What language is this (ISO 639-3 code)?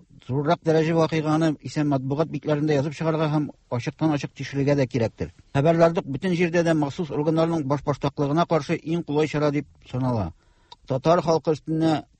tat